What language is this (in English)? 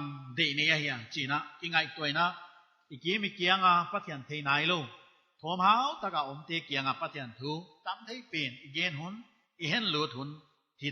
Paite Chin